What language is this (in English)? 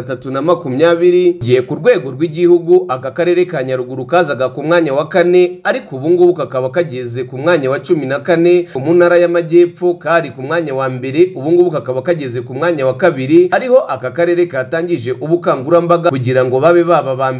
Kinyarwanda